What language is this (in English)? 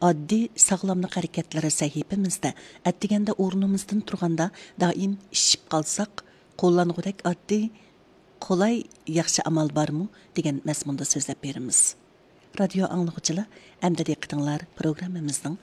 Uyghur